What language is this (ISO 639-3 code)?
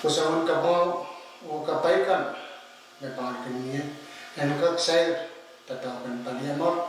pon